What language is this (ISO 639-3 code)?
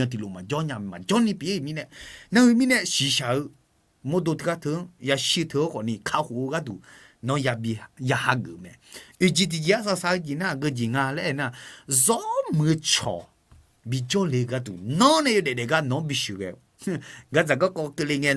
ahk